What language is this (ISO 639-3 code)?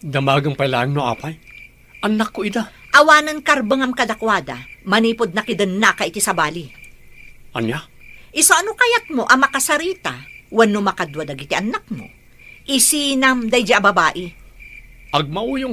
ilo